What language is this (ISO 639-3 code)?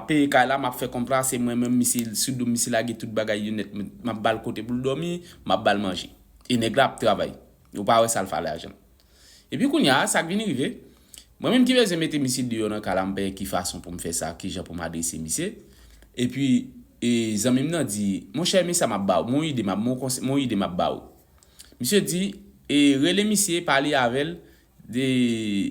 hat